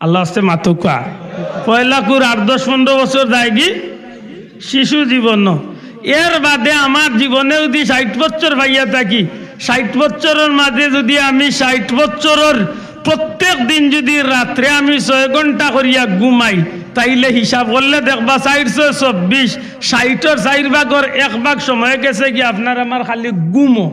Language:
Sylheti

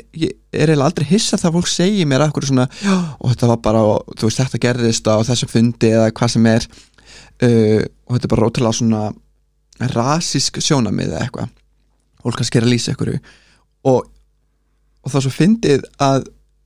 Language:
Icelandic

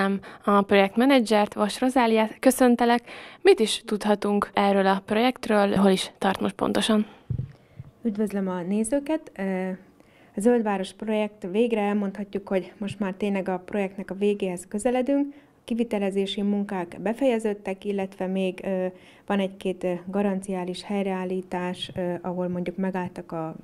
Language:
Hungarian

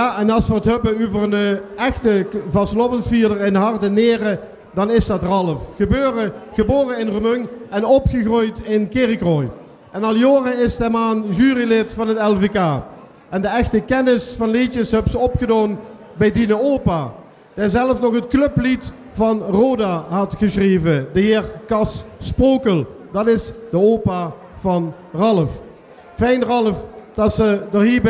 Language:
Limburgish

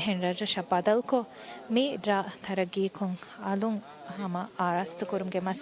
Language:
Divehi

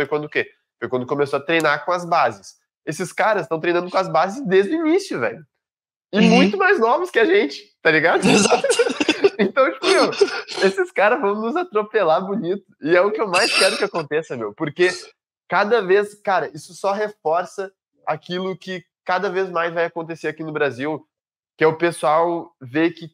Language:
Portuguese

